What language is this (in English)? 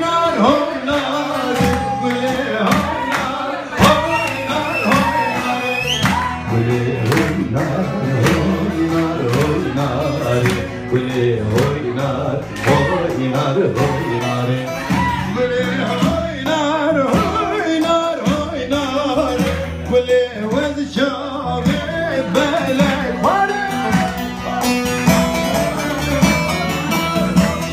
Turkish